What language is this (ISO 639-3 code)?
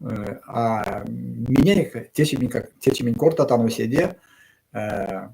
myv